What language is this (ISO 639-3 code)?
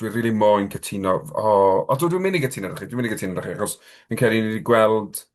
cym